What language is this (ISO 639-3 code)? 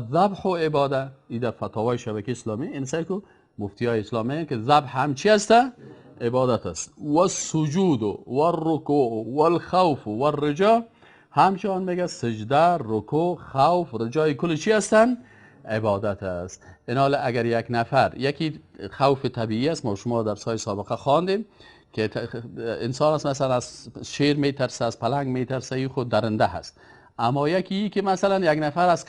fas